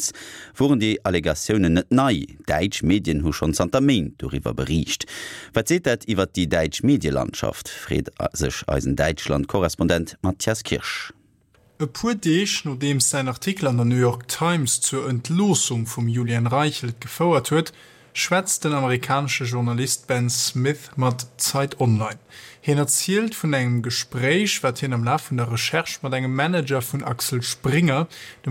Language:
Luxembourgish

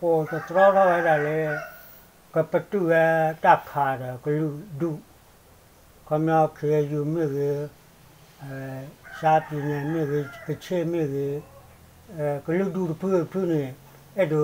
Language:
S'gaw Karen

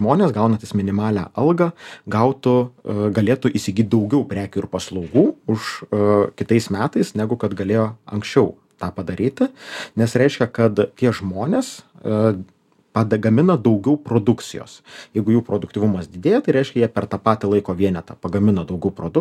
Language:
Lithuanian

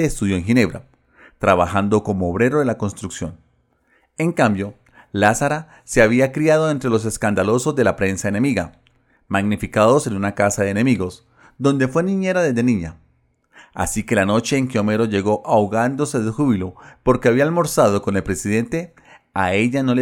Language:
Spanish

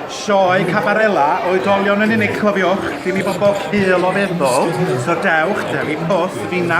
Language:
Welsh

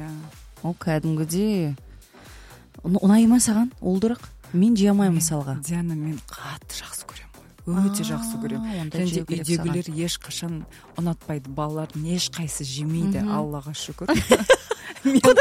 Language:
Kazakh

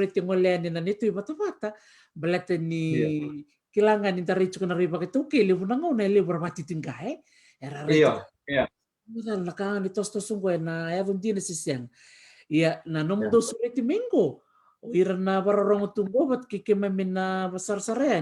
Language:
Fijian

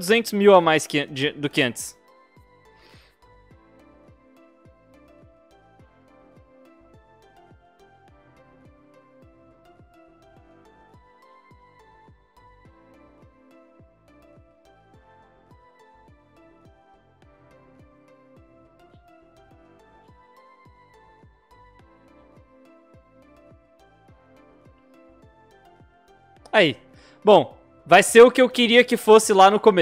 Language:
Portuguese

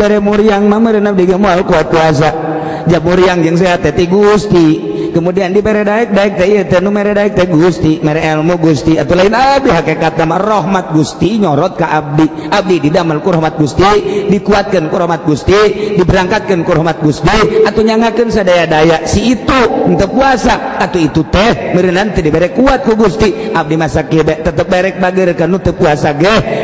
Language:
Sundanese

